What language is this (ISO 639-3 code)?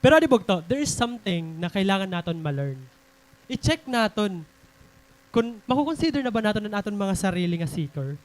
war